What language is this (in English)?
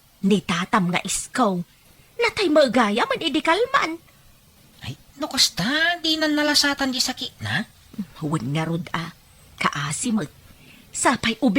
Iloko